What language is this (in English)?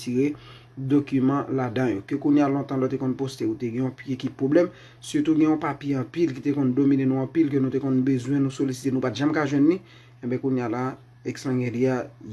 Haitian Creole